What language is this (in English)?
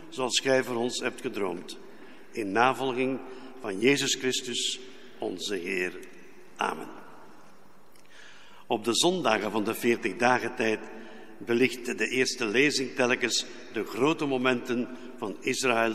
Dutch